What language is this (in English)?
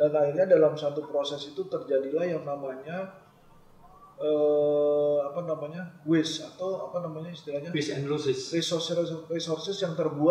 Indonesian